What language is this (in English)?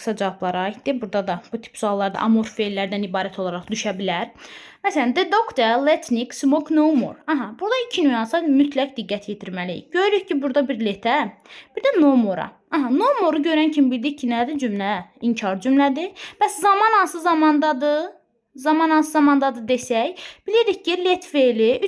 Azerbaijani